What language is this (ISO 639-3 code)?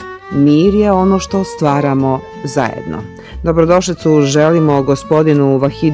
bos